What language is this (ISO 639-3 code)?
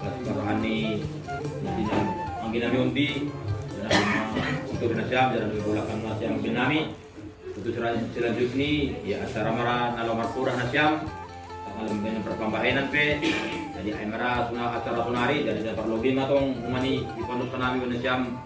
bts